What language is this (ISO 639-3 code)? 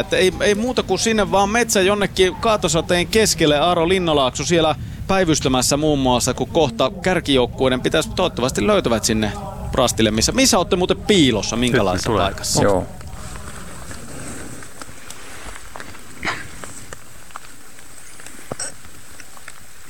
fin